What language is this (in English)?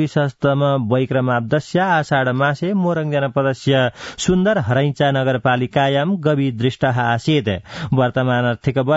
Sanskrit